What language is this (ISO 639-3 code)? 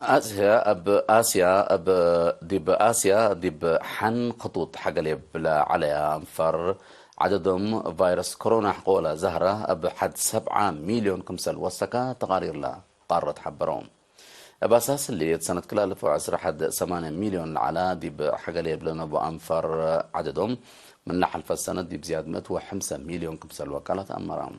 tig